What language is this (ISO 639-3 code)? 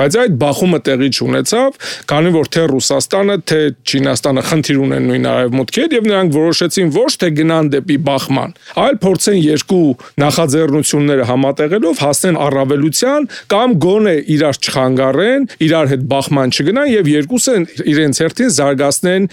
hye